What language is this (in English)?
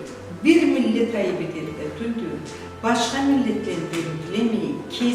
Karachay-Balkar